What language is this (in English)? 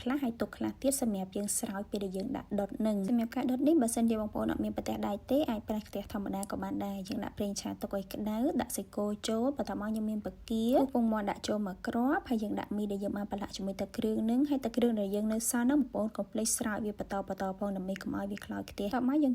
Khmer